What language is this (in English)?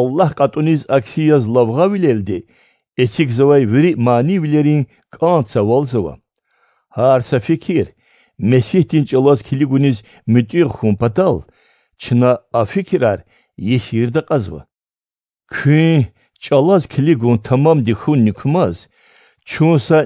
Lezghian